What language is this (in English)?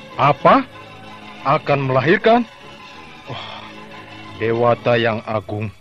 Indonesian